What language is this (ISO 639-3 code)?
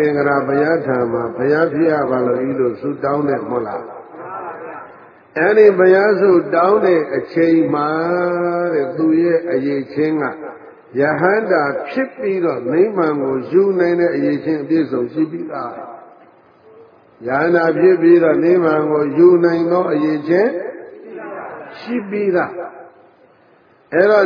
mya